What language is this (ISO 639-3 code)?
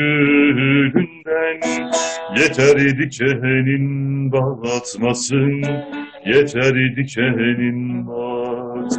tur